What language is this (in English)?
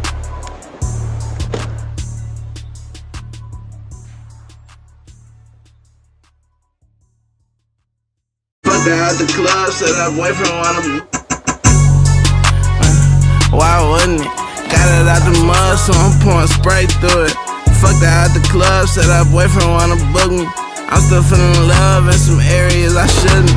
English